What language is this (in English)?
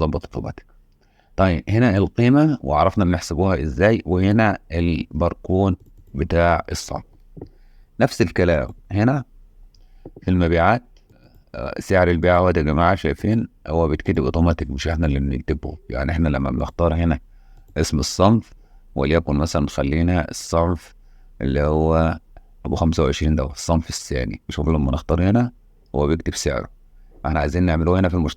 Egyptian Arabic